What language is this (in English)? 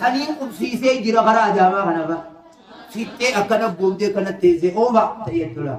Oromo